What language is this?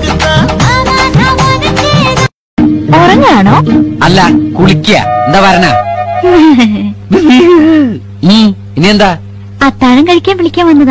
Malayalam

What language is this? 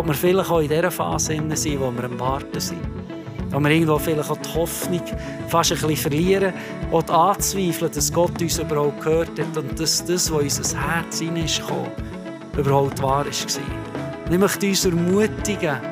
Swiss German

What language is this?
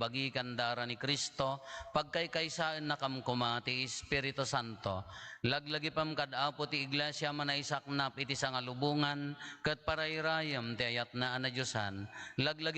Iloko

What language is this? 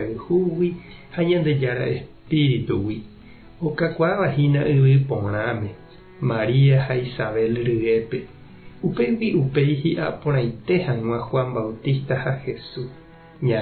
Guarani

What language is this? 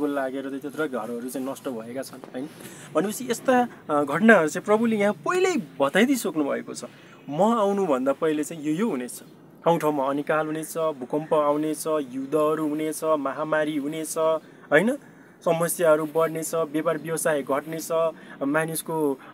Nepali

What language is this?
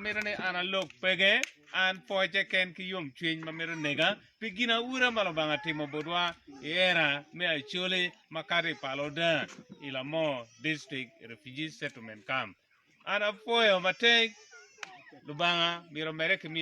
Acoli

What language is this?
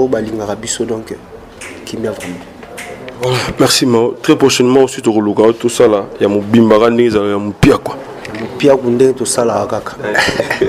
Lingala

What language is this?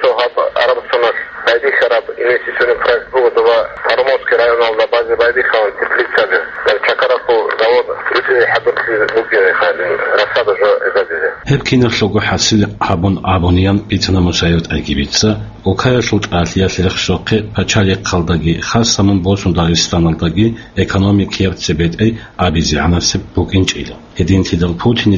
Avaric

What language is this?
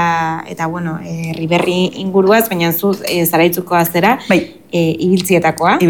Basque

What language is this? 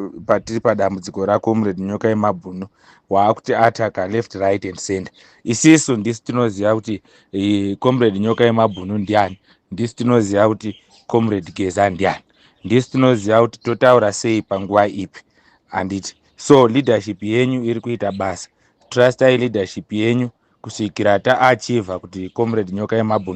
Shona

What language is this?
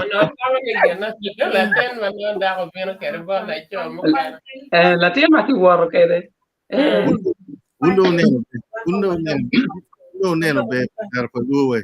Acoli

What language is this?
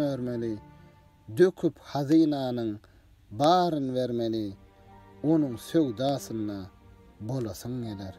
Turkmen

